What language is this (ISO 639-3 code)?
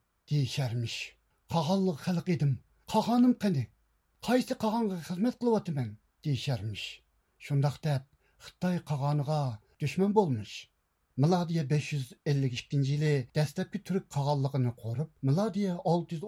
uig